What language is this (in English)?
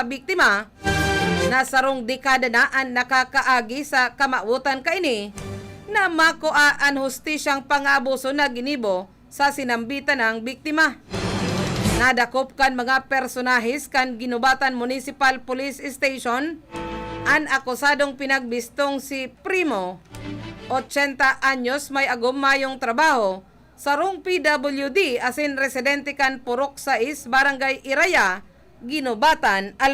Bikol